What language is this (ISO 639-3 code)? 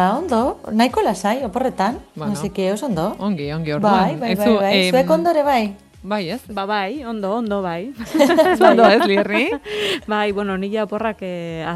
eus